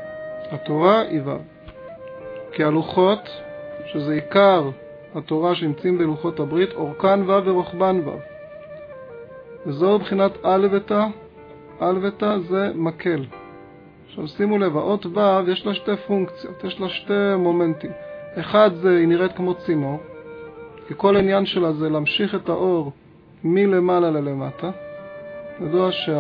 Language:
Hebrew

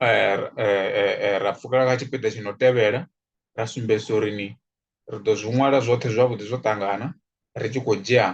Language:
Venda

